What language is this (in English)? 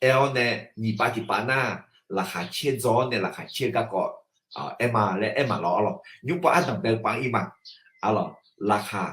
Akha